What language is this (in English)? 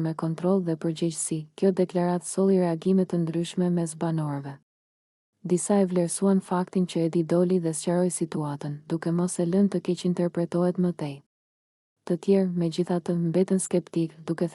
Albanian